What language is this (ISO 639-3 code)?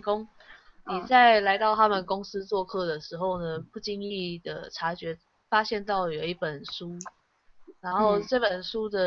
zho